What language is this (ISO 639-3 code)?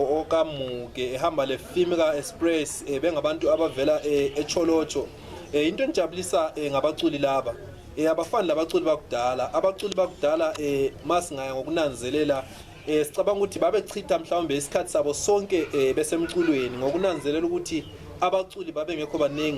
nde